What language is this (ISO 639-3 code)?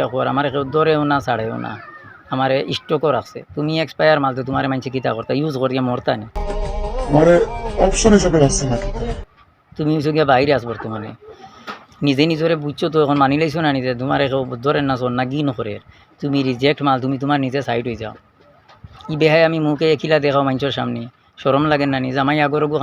syl